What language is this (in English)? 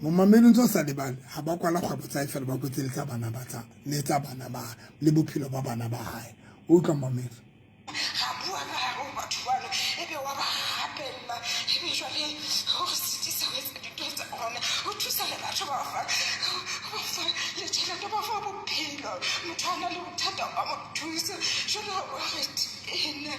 Southern Sotho